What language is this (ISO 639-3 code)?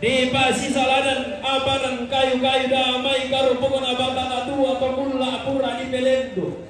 sda